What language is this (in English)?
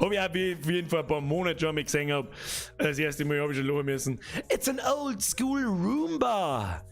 Bavarian